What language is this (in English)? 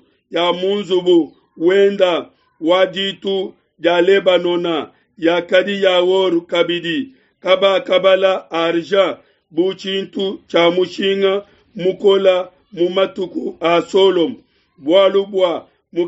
Luba-Lulua